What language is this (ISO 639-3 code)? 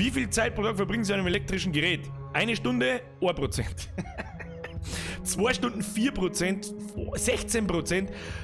bar